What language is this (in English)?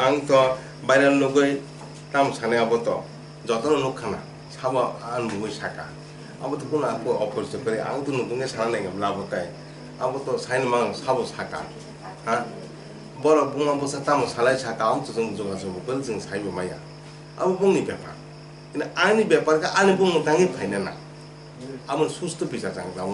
Kok Borok